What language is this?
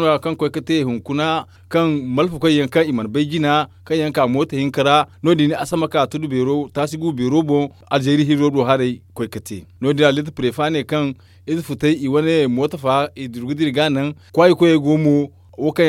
Zarma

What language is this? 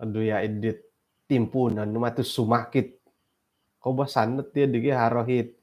Central Dusun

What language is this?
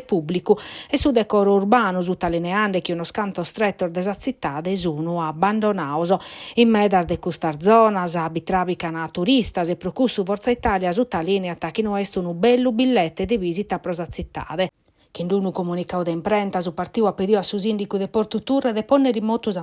Sardinian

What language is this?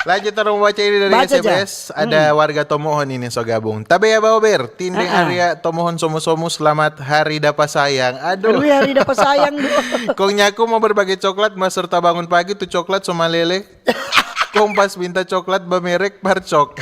Manado Malay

